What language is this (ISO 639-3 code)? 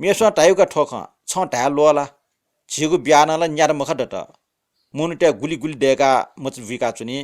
new